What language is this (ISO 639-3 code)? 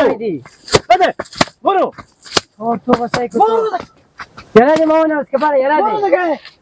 fas